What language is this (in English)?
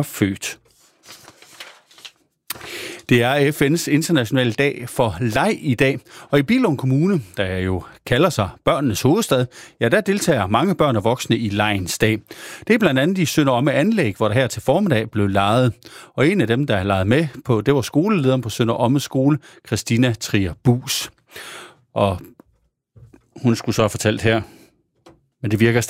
Danish